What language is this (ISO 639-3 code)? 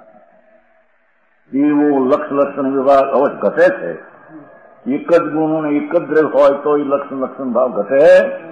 guj